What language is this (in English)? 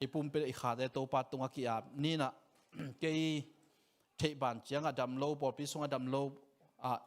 Tedim Chin